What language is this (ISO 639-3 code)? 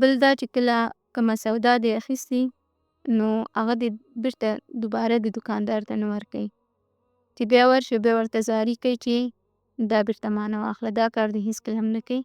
pus